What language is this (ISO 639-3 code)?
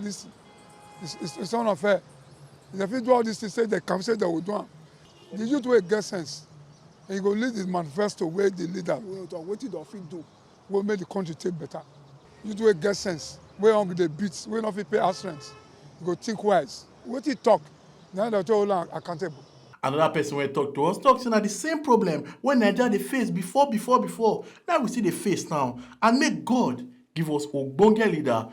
pcm